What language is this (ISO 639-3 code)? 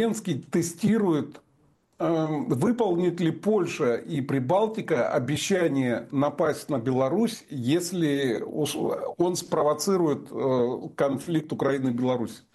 rus